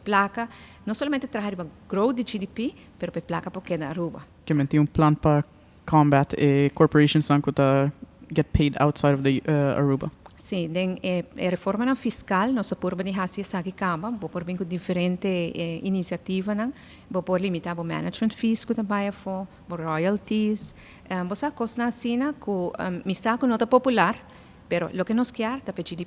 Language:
Papiamento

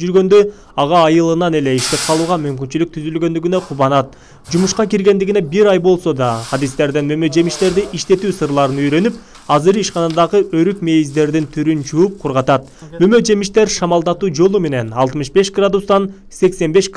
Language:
Kyrgyz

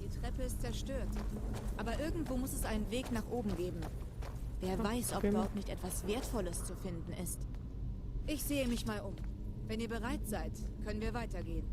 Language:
Swiss German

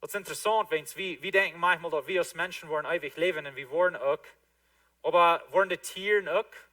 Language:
Plautdietsch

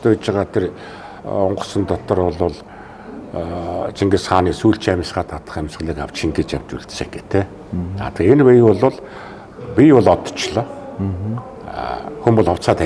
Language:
Mongolian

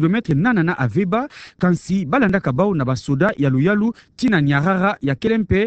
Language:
Kituba (Democratic Republic of Congo)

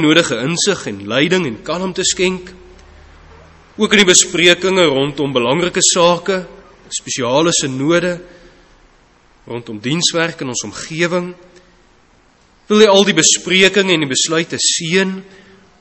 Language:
Afrikaans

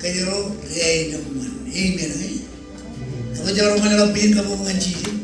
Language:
Marshallese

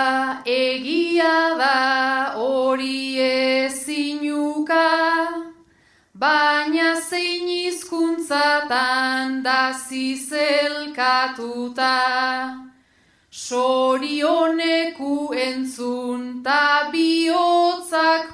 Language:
Basque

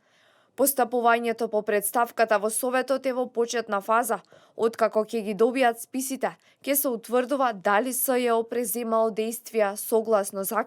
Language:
Macedonian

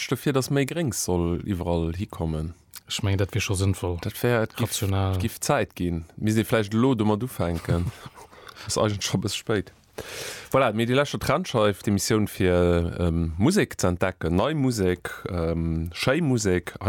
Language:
Luxembourgish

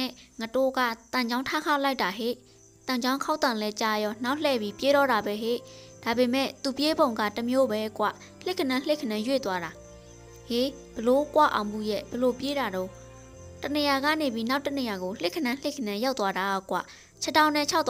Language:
Burmese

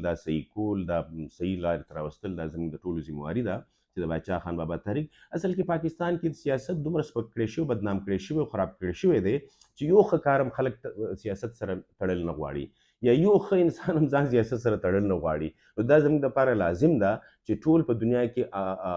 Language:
Pashto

